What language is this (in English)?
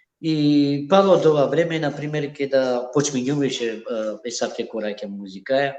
Balkan Romani